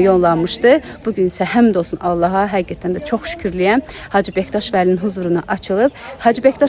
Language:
Azerbaijani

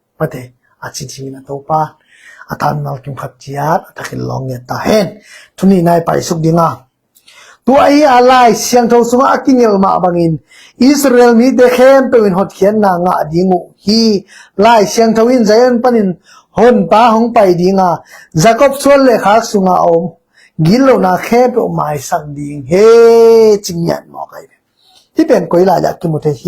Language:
Tedim Chin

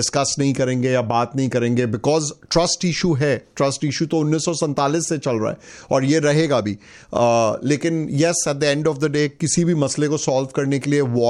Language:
Hindi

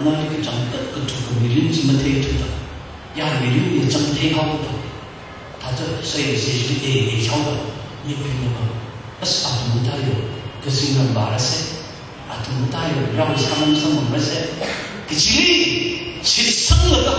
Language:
Tangkhul Naga (India)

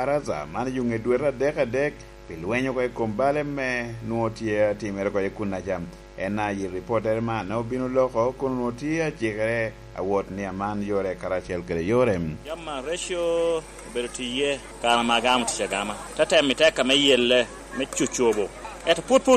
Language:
Lango (Uganda)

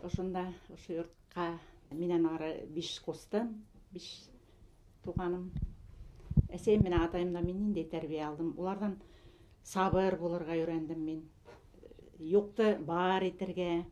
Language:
Bashkir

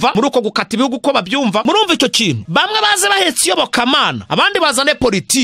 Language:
Kinyarwanda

